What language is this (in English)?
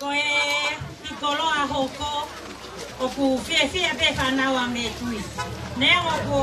Tongan